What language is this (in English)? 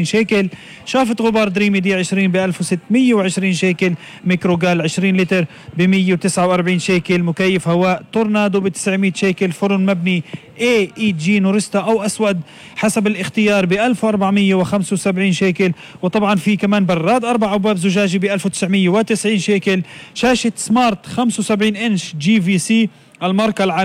North Levantine Arabic